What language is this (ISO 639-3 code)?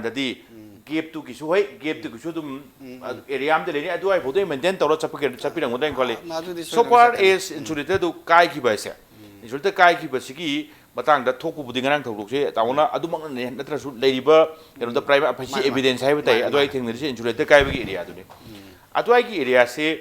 mni